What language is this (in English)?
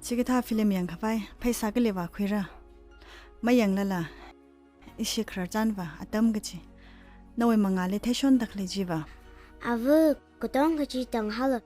Tangkhul Naga (India)